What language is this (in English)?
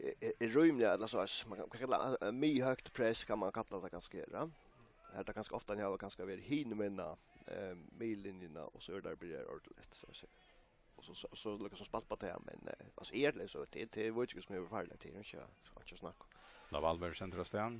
Faroese